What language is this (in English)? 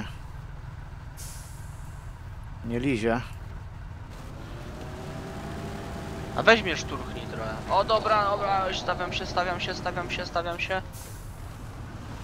Polish